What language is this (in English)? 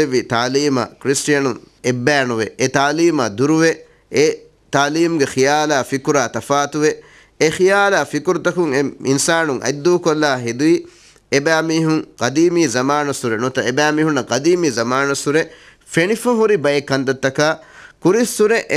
Divehi